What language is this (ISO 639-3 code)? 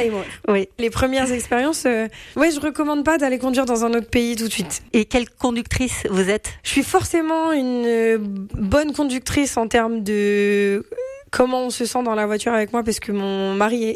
fra